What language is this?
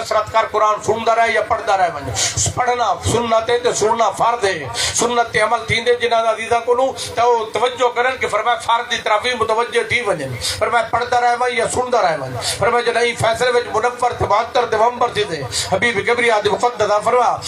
Saraiki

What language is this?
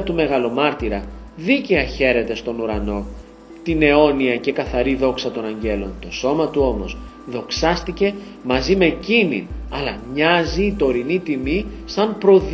Greek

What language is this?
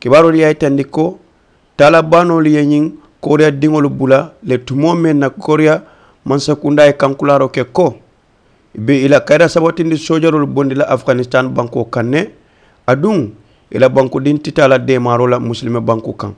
Mandingo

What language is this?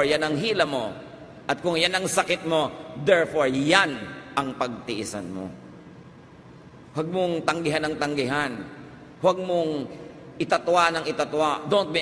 Filipino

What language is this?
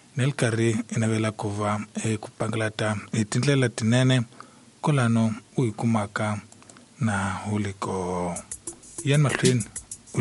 Tsonga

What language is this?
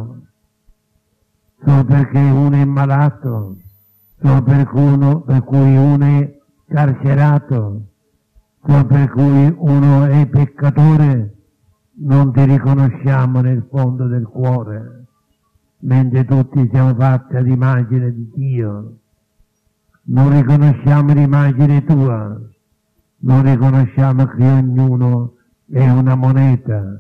Italian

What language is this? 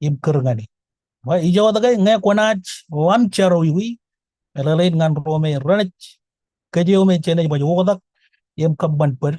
Marshallese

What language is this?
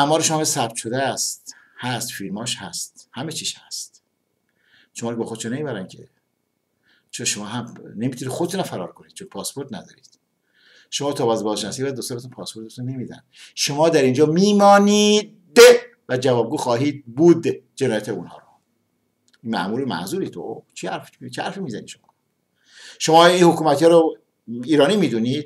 Persian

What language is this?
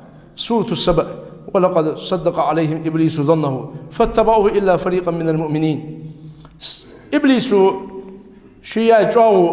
Ingush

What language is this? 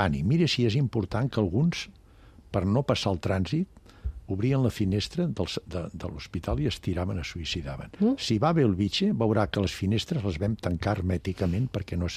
Catalan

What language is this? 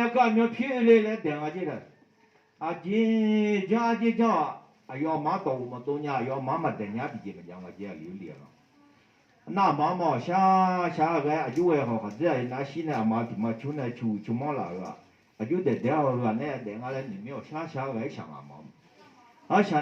Akha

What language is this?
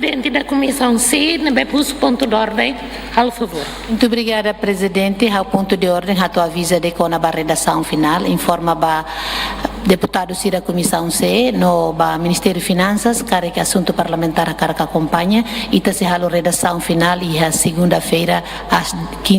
Tetum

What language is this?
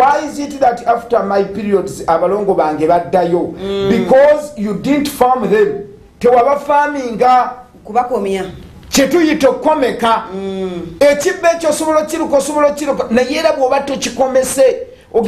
Ganda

